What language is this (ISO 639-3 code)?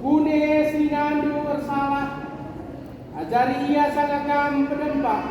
btx